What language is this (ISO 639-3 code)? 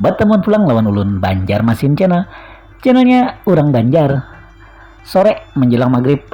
bjn